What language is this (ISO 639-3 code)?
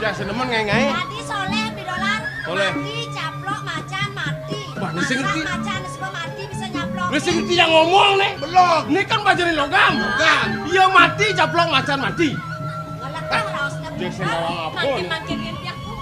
ban